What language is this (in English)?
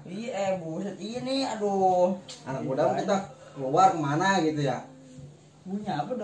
Betawi